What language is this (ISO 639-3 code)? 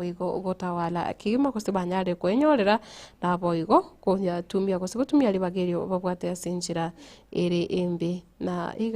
guz